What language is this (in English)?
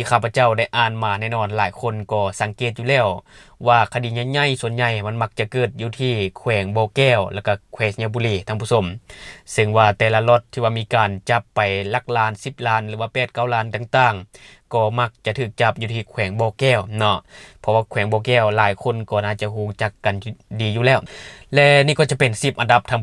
Lao